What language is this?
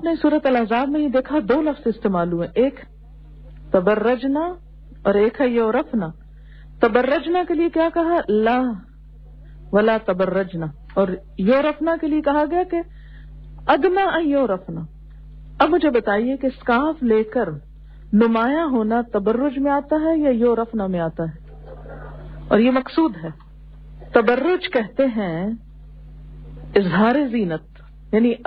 Urdu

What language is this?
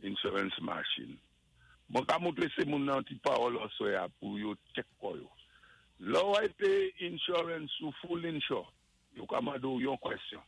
Saint Lucian Creole French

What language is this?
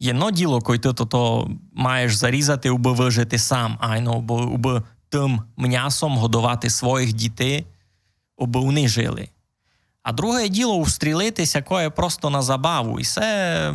Rusyn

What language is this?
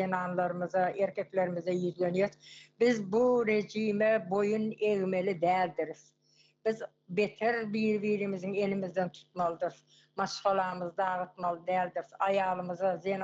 Turkmen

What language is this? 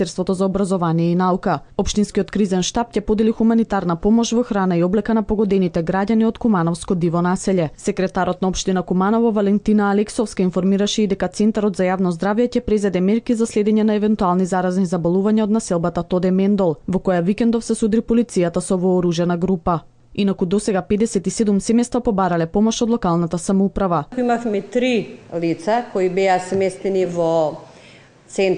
Macedonian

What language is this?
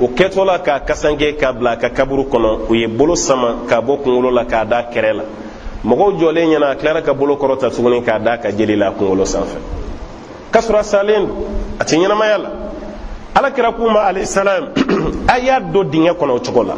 Bambara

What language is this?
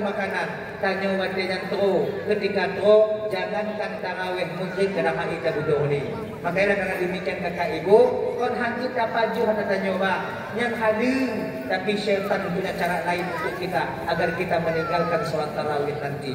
Achinese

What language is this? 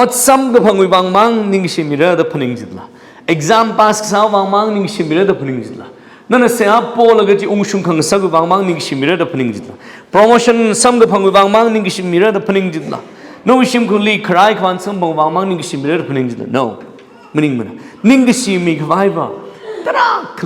Tangkhul Naga (India)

